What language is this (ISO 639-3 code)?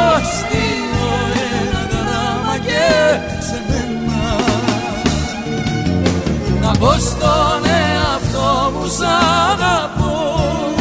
ell